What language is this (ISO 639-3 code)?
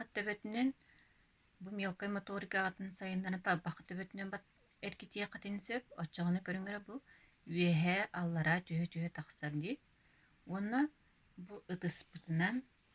sah